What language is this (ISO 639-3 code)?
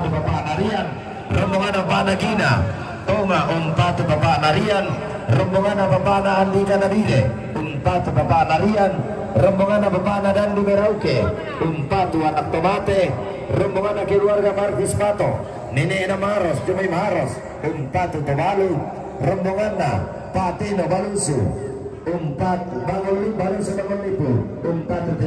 sda